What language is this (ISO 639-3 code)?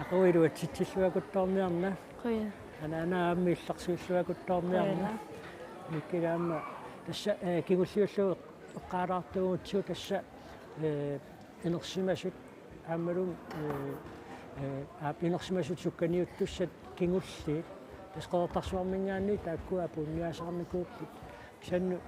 kal